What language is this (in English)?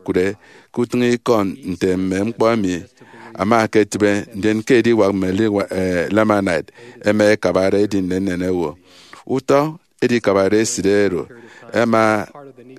Efik